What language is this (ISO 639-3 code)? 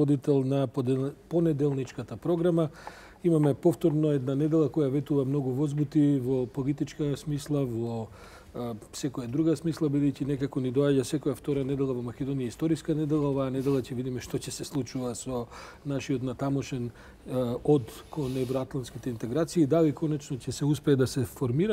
mkd